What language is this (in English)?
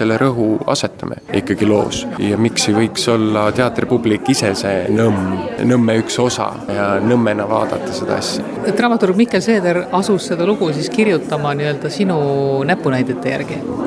Estonian